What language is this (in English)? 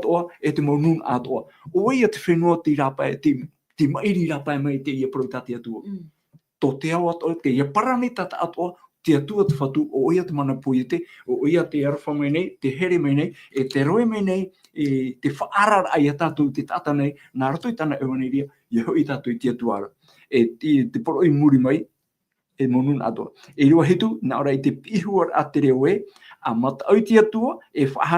Tahitian